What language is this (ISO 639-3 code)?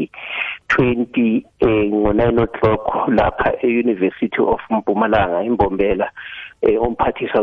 nbl